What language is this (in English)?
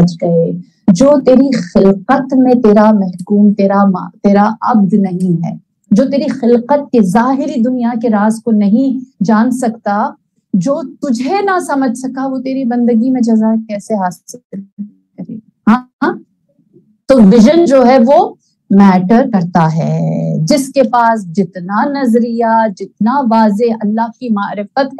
Urdu